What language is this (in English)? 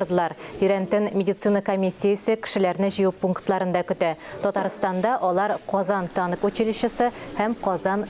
Tatar